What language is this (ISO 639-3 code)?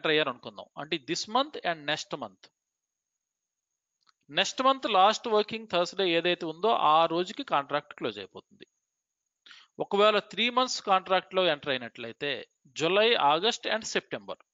tel